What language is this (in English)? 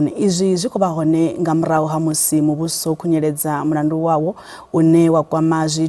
Venda